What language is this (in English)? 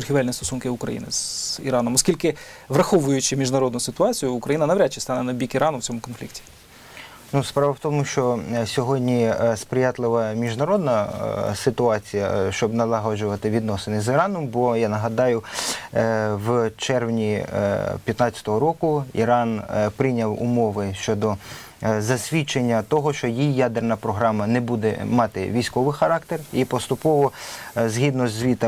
Ukrainian